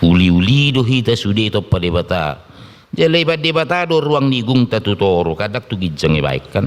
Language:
Batak Toba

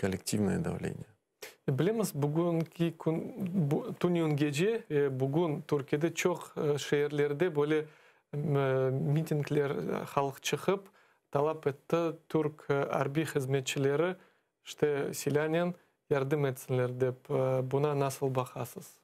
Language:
Crimean Tatar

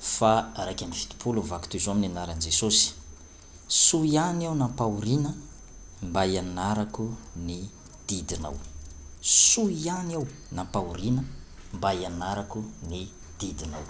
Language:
Malagasy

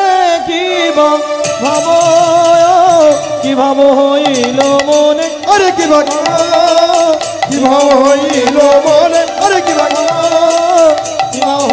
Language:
Bangla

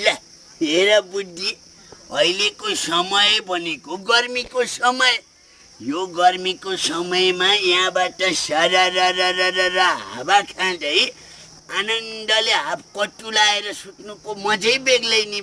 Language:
Nepali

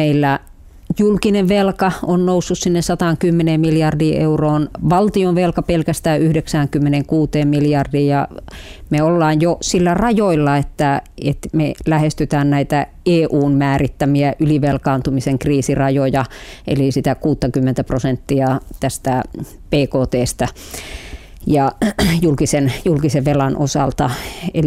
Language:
Finnish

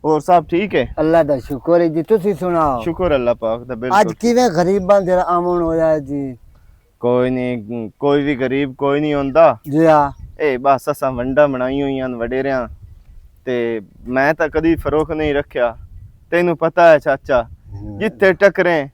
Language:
Western Panjabi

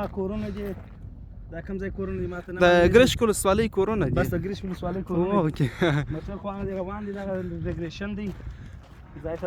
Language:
Pashto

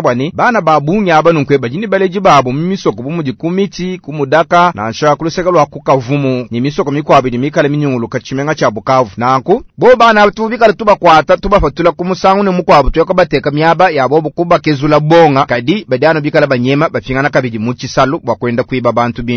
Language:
Luba-Lulua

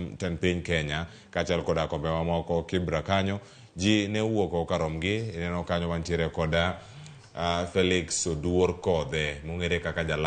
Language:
Luo (Kenya and Tanzania)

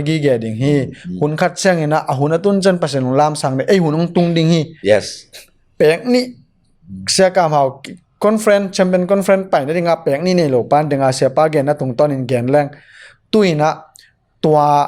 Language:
Tedim Chin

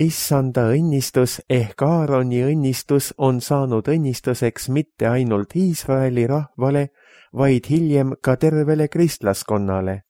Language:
Estonian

